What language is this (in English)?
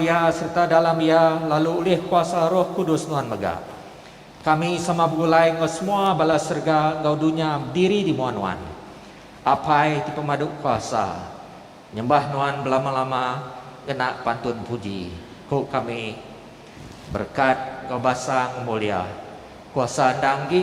Iban